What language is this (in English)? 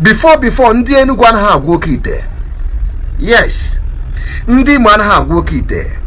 Igbo